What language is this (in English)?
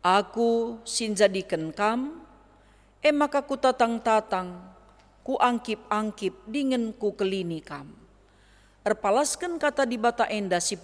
Batak Karo